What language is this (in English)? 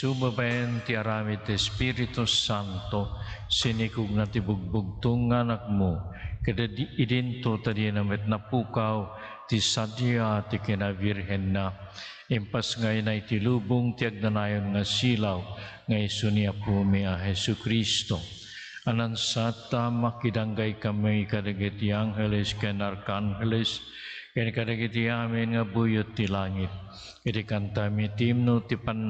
Iloko